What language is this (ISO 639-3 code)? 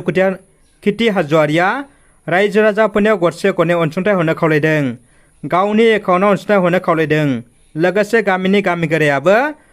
brx